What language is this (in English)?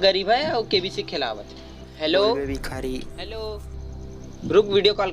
Chhattisgarhi